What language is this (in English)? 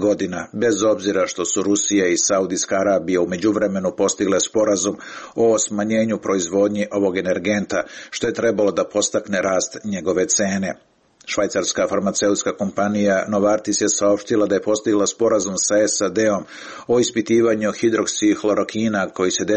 Serbian